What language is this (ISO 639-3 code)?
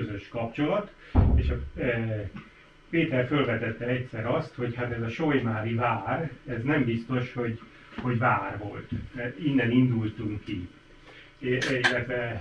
hun